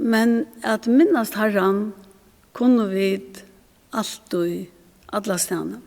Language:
Faroese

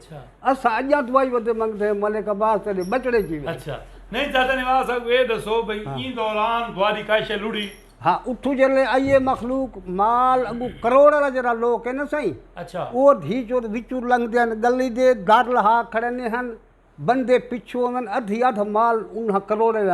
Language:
Saraiki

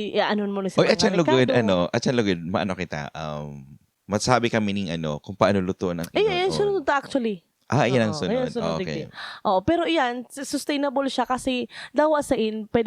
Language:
Bikol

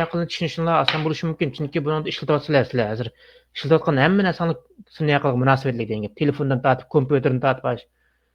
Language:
Uyghur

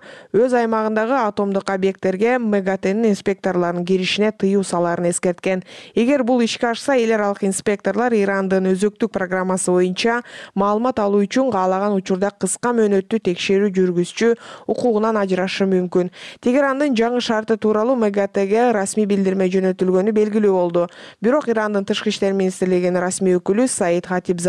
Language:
Kyrgyz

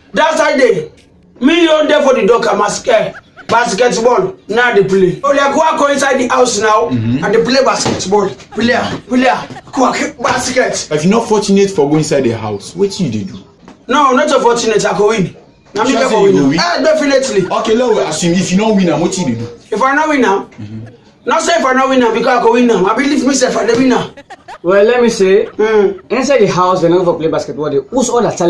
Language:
Krio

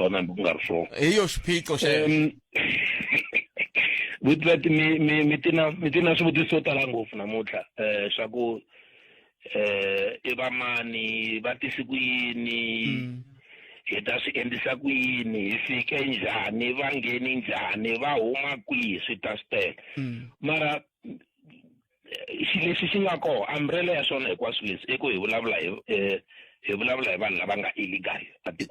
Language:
Tsonga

